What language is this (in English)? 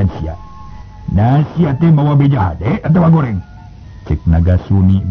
Sundanese